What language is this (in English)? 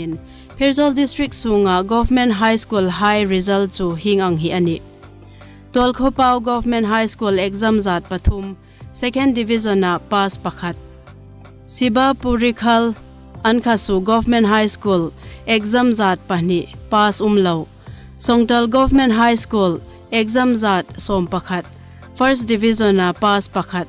Hmar